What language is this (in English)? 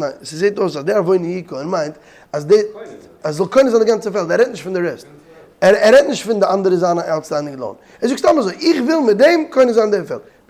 Yiddish